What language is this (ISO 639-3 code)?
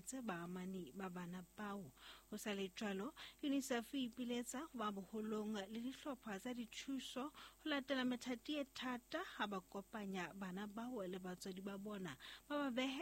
sot